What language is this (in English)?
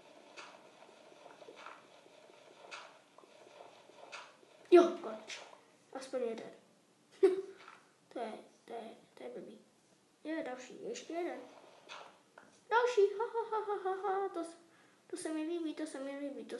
Czech